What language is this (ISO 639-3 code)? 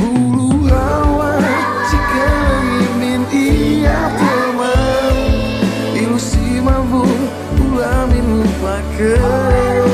btx